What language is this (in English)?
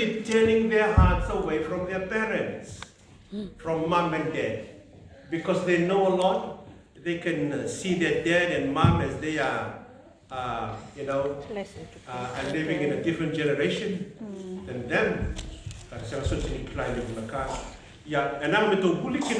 Fijian